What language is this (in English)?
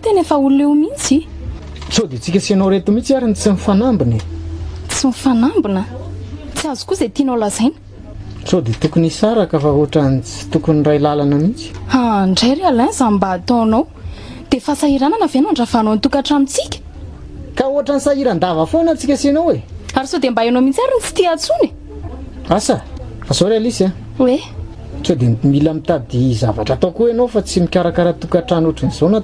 Malagasy